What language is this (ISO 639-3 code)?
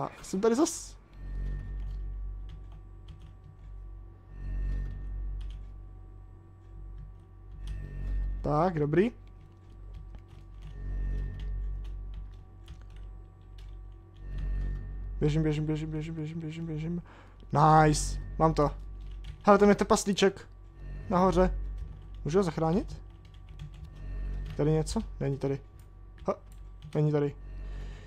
ces